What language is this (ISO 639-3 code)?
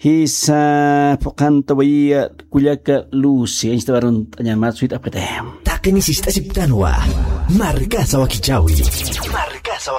aym